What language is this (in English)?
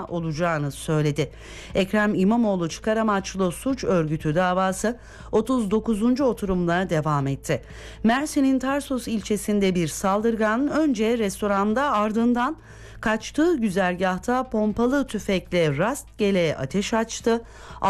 Turkish